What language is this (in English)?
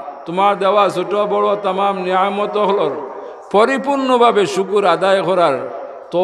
Sylheti